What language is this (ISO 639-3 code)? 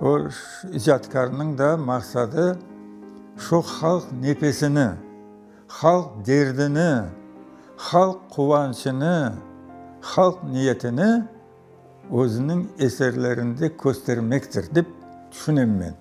crh